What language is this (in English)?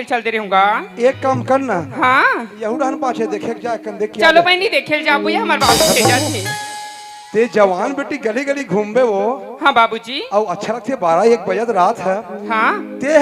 Chhattisgarhi